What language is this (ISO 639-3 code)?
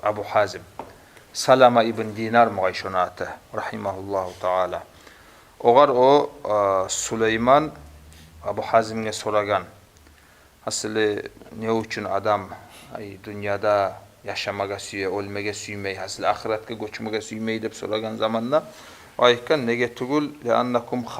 kum